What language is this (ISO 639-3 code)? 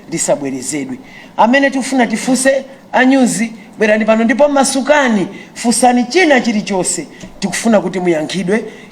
nya